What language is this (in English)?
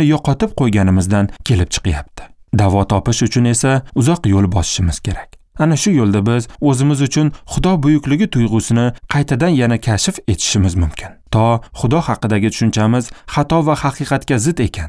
Uzbek